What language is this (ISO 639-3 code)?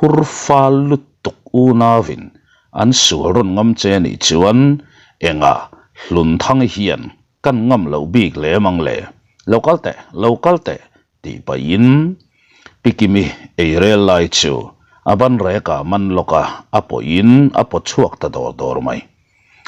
lus